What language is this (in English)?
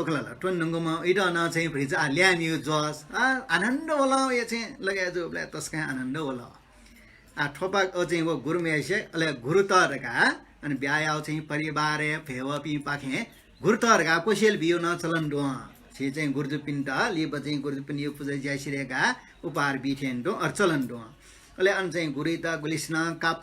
Newari